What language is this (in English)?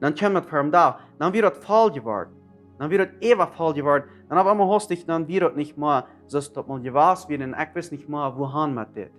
Plautdietsch